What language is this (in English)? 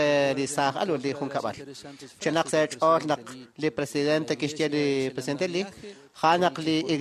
Kekchí